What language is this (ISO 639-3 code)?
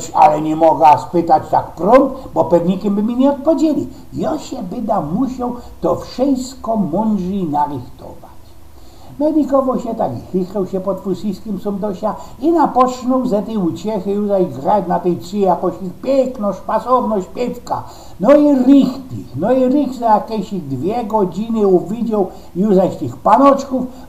szl